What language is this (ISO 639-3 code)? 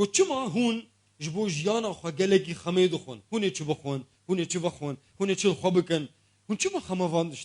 kur